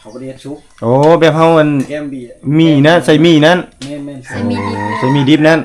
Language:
Lao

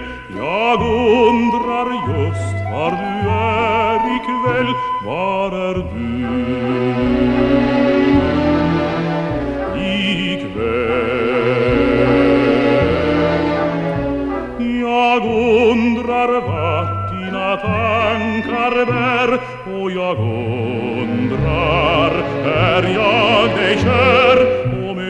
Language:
Swedish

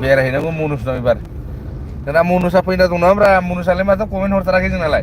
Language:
Bodo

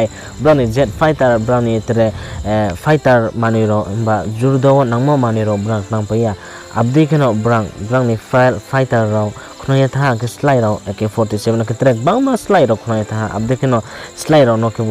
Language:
Riang (India)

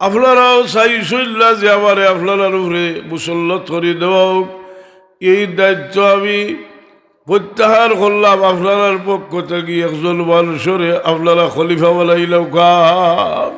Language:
Sylheti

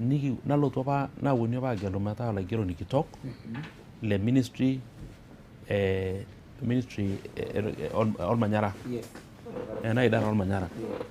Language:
Masai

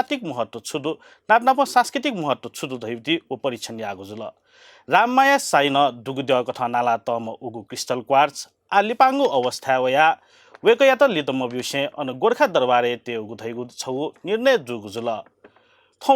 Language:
Newari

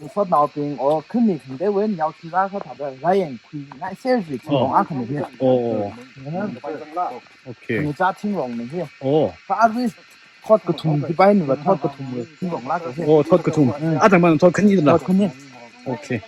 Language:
Tangkhul Naga (India)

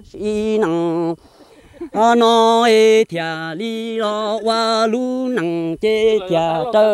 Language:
Vietnamese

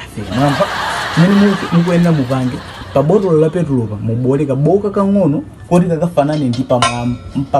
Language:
Nyanja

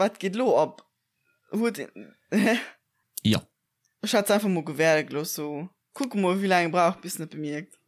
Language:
Luxembourgish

